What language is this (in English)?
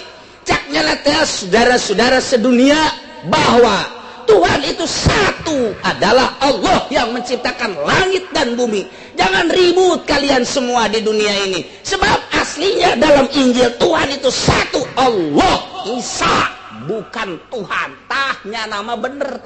Sundanese